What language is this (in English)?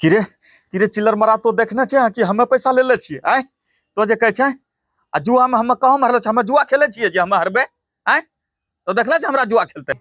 Angika